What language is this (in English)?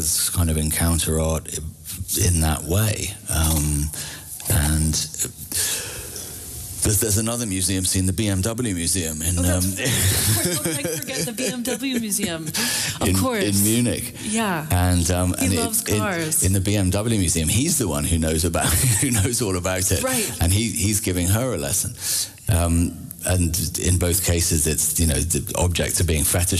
English